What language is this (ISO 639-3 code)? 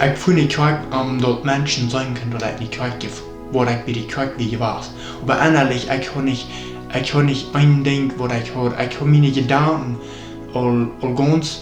pdt